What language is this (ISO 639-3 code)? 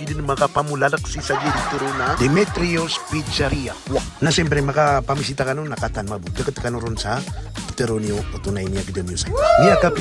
mrw